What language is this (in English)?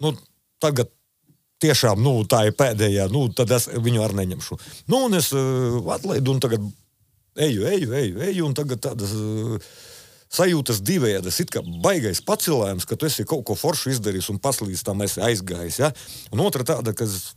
Latvian